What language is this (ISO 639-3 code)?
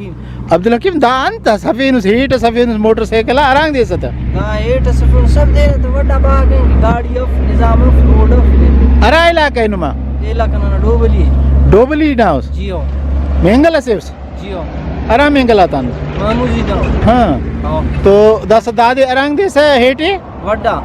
brh